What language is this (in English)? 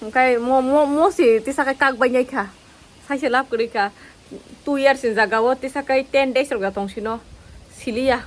Kok Borok